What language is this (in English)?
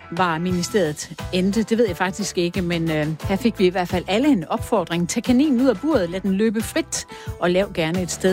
Danish